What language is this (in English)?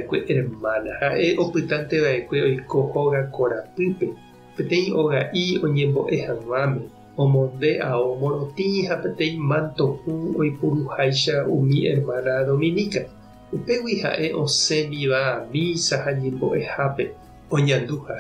Guarani